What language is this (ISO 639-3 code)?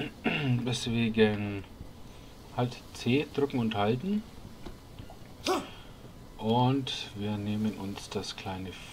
deu